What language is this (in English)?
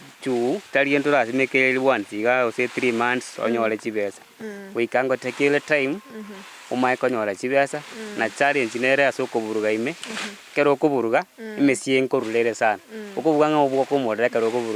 Gusii